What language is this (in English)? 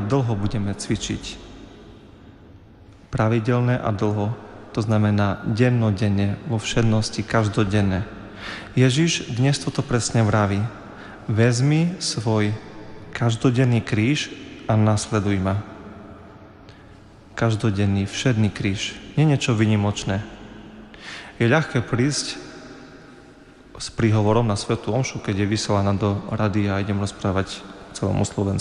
Slovak